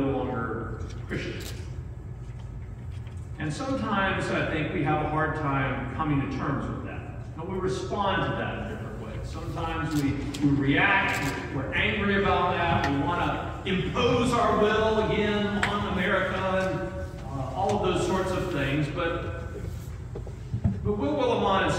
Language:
English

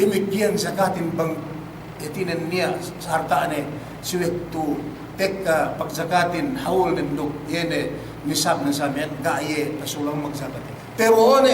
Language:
Yakan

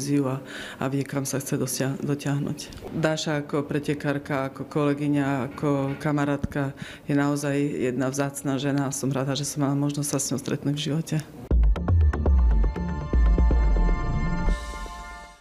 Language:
Slovak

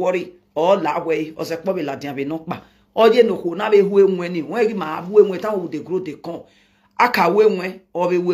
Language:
Nigerian Pidgin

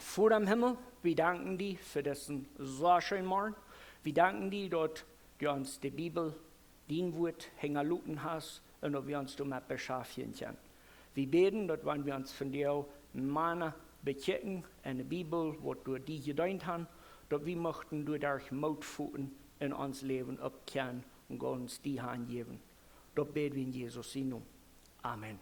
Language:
Plautdietsch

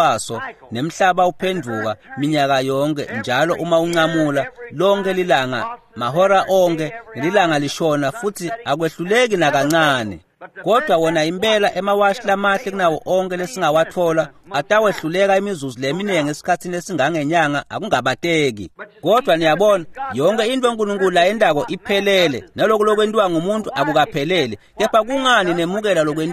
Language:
Swati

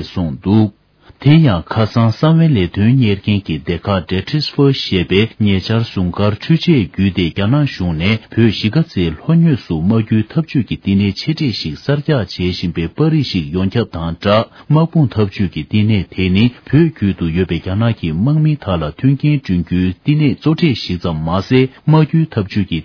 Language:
Tibetan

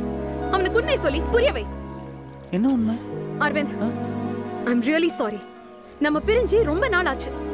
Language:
Tamil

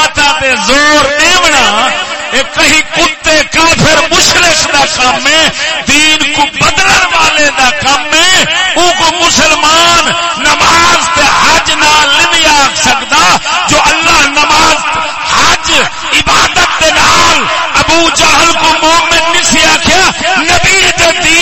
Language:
Saraiki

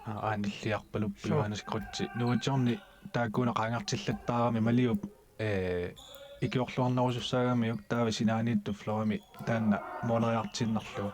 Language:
Kalaallisut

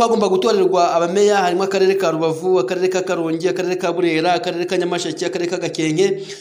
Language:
Kinyarwanda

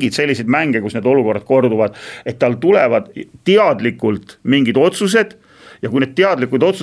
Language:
Estonian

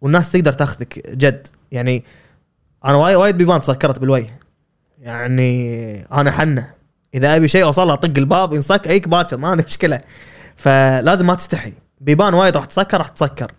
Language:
Gulf Arabic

